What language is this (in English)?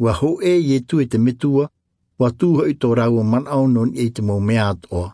Tahitian